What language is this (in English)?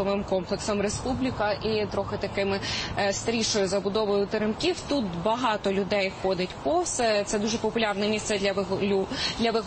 Ukrainian